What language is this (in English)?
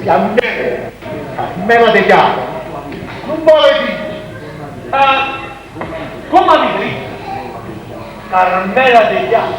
Neapolitan